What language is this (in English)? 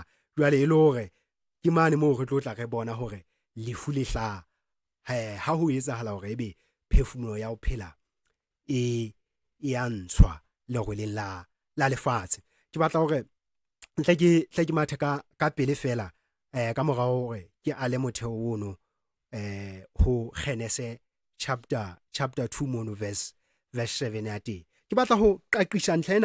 Southern Sotho